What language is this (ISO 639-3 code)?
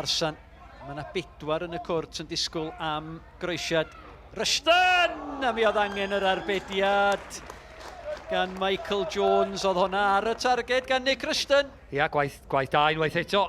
cym